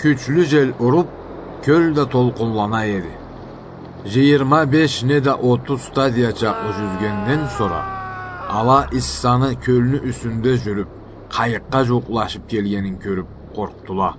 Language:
Karachay-Balkar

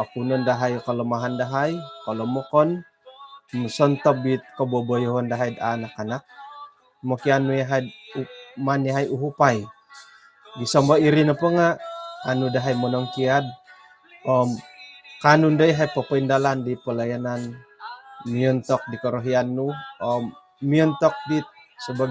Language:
Central Dusun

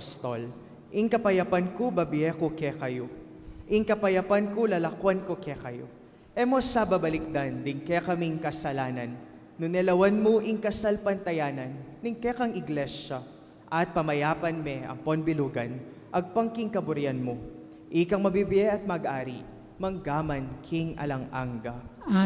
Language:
Pampanga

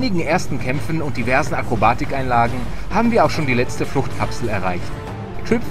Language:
German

